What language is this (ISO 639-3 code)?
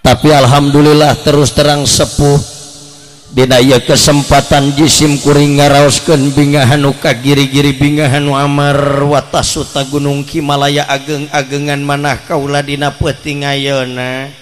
sun